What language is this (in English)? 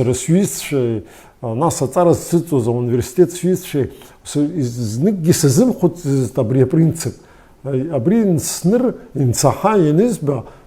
Abkhazian